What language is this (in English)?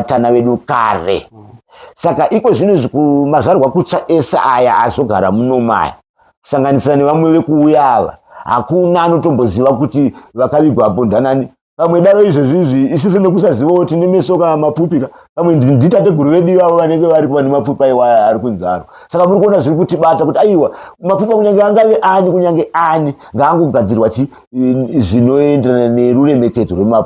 Shona